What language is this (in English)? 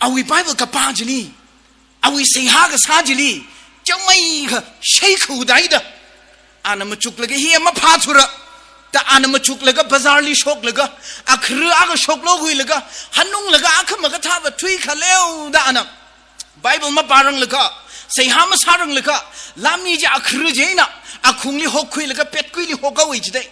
Tangkhul Naga (India)